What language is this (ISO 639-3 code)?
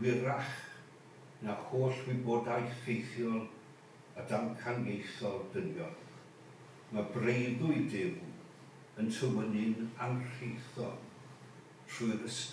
cym